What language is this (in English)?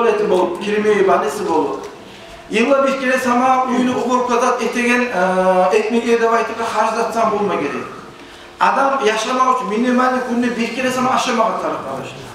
Kumyk